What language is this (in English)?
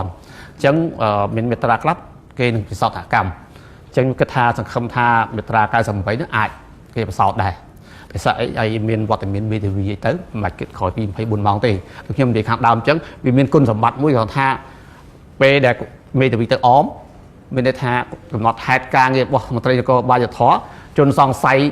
Khmer